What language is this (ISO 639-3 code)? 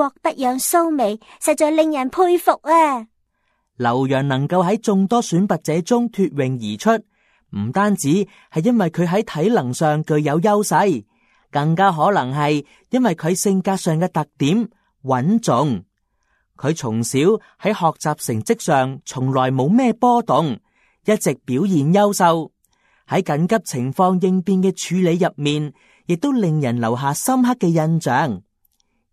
yue